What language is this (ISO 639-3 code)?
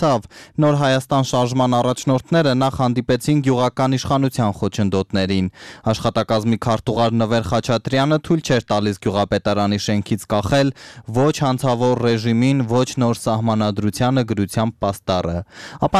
hye